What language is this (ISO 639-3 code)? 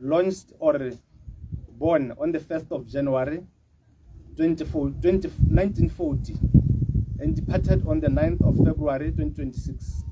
tsn